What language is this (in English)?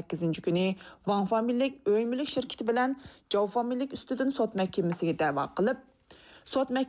Uyghur